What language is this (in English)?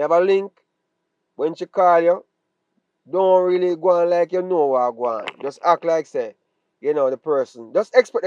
Jamaican Creole English